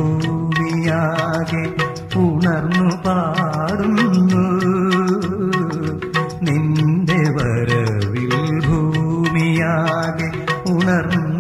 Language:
Malayalam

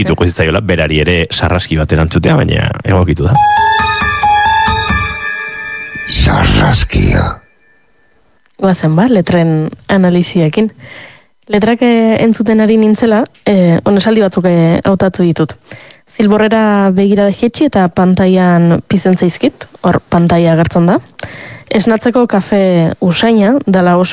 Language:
Basque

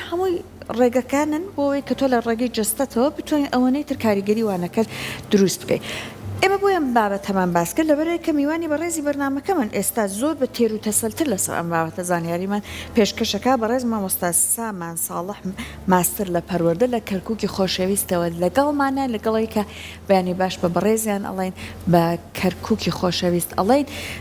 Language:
Central Kurdish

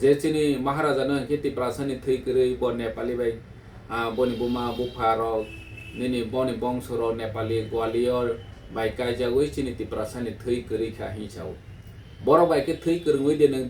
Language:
Kok Borok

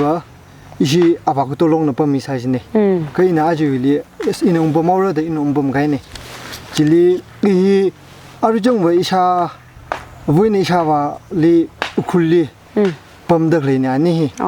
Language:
Tangkhul Naga (India)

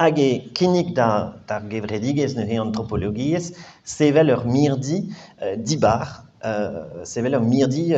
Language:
Breton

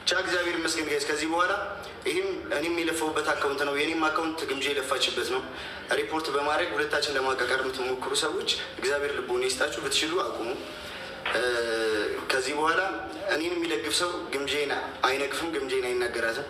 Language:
Amharic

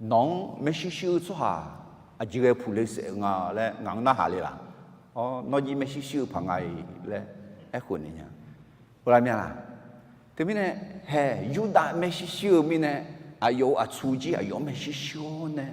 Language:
Akha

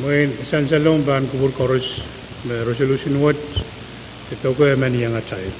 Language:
Pohnpeian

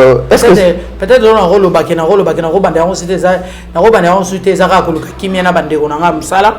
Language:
Lingala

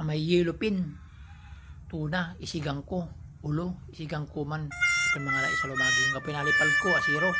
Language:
Pangasinan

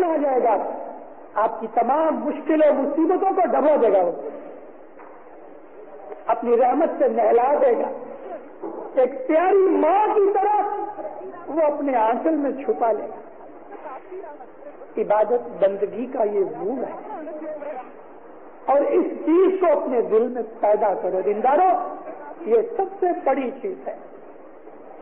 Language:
Urdu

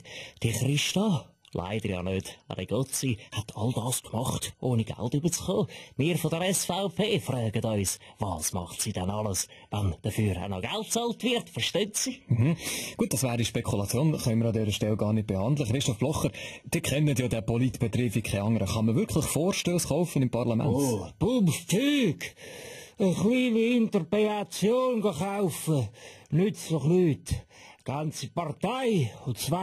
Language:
Swiss German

